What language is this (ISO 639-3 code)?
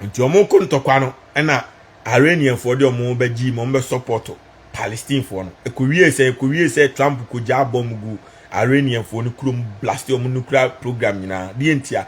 aka